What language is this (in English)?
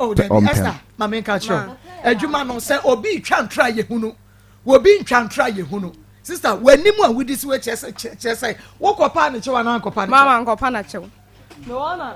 Akan